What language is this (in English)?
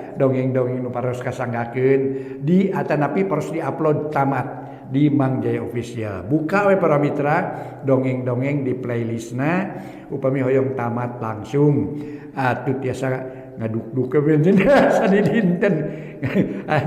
Sundanese